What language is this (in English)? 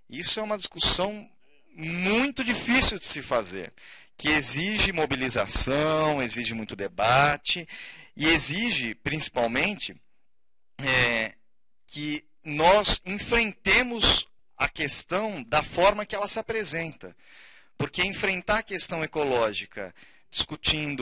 Portuguese